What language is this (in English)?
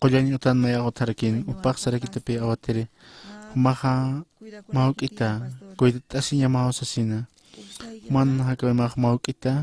Aymara